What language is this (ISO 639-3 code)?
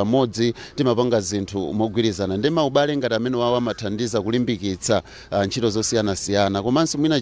nya